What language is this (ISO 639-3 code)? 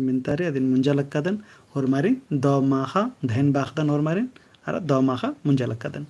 kru